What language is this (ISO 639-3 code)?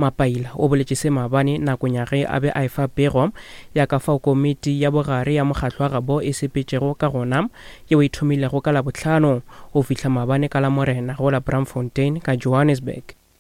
nso